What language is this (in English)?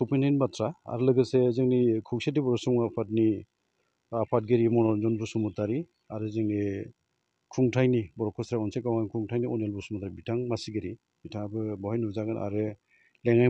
Bodo